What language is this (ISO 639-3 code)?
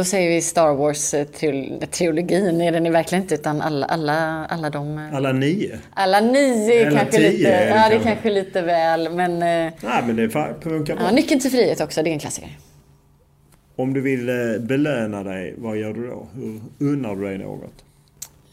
swe